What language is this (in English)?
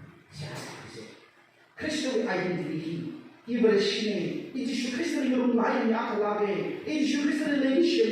Tangkhul Naga (India)